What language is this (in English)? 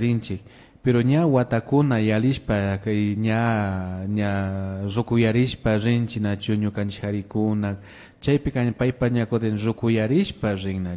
Imbabura Highland Quichua